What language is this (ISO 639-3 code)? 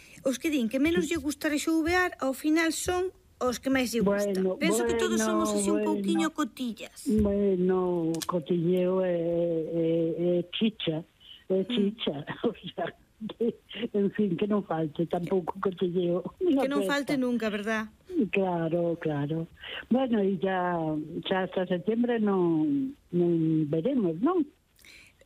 glg